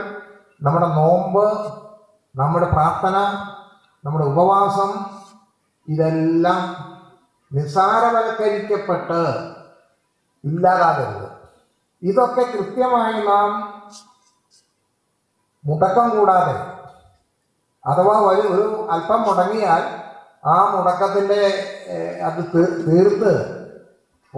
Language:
Malayalam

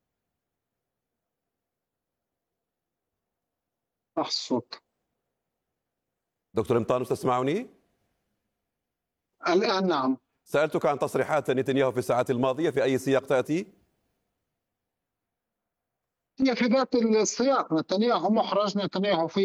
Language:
Arabic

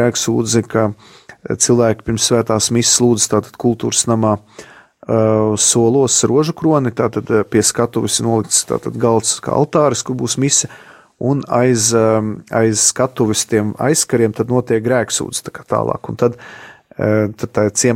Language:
Latvian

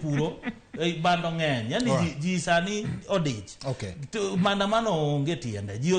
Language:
Luo (Kenya and Tanzania)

